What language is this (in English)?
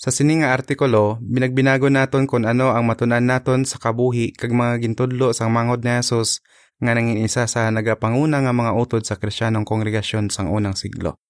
Hiligaynon